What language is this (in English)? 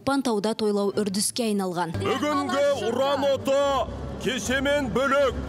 Kazakh